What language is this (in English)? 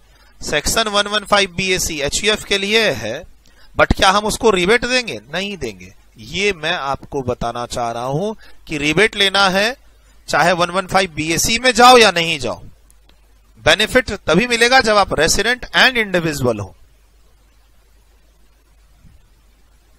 Hindi